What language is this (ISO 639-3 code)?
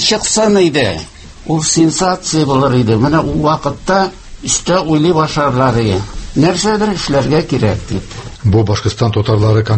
tat